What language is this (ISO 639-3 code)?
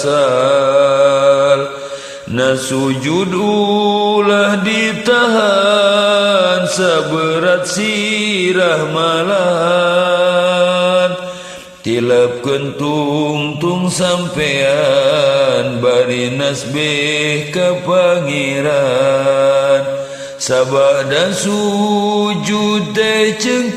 sun